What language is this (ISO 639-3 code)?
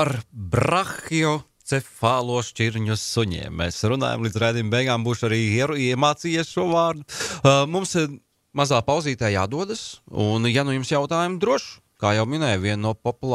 lav